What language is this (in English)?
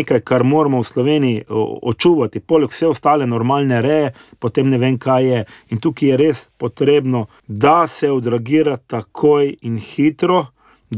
Slovenian